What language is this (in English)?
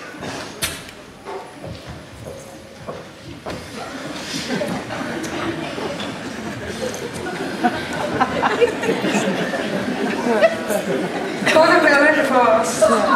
Dutch